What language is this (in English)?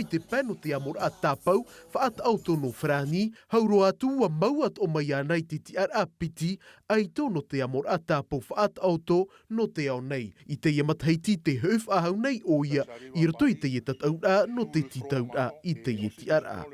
Tahitian